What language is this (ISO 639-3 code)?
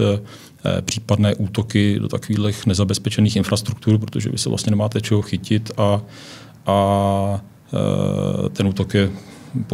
ces